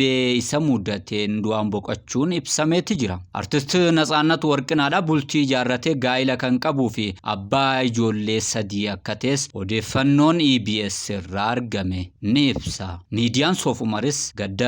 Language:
Oromo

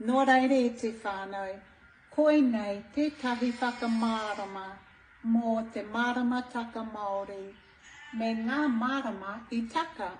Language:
Māori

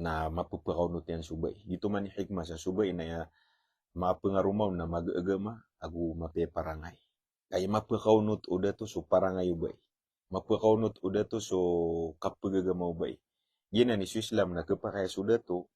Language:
Maranao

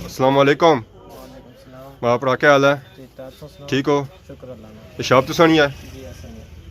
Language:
Pahari-Potwari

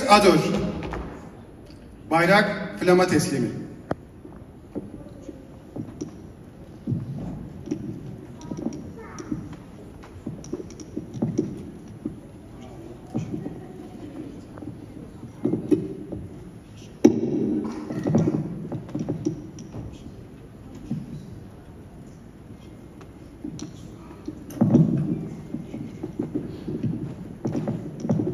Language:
Turkish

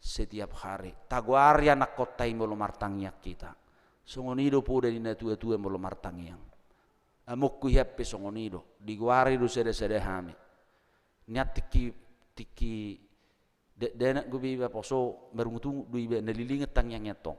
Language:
Batak Toba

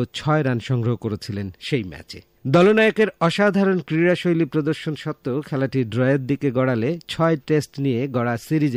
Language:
Bangla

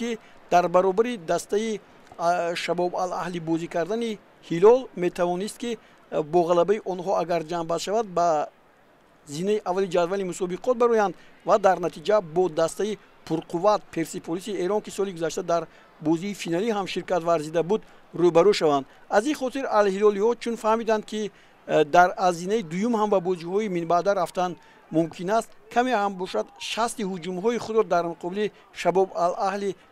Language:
Tajik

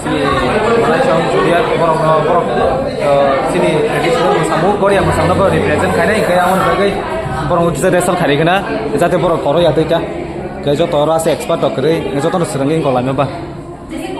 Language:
Kok Borok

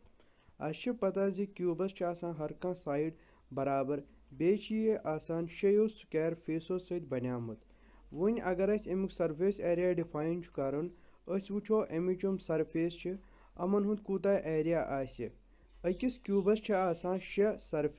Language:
Kashmiri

